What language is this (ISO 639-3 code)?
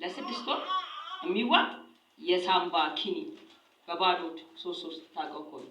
amh